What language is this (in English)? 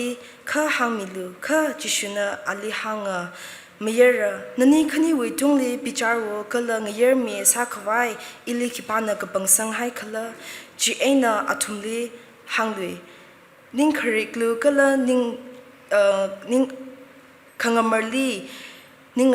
Tangkhul Naga (India)